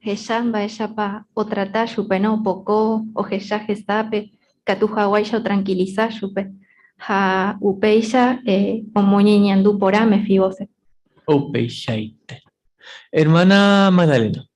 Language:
Guarani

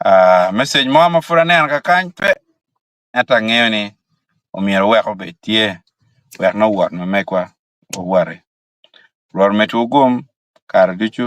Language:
Acoli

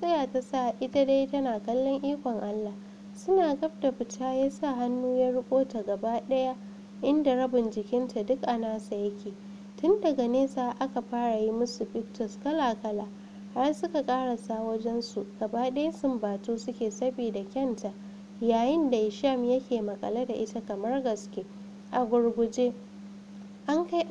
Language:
Hausa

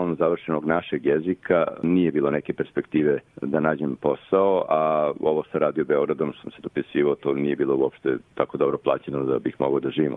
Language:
Serbian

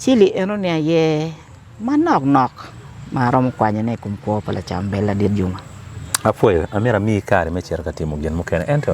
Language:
Acoli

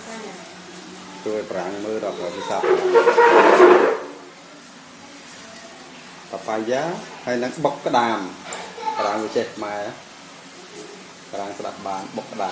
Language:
Vietnamese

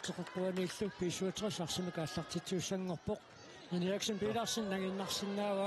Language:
Kalaallisut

